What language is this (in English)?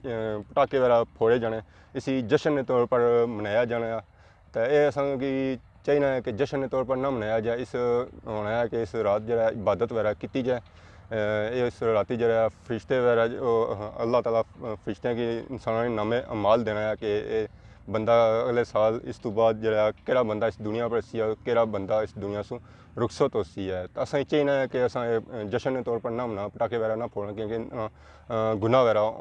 Pahari-Potwari